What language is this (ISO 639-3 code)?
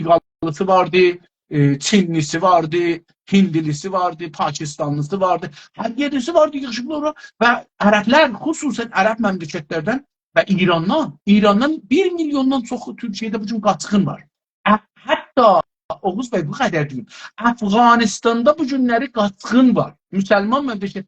azb